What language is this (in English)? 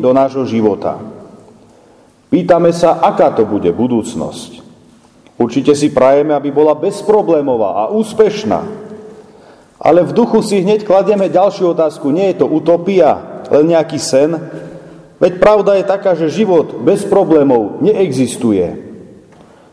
Slovak